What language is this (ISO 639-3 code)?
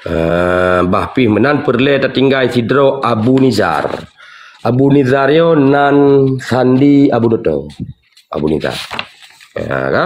ace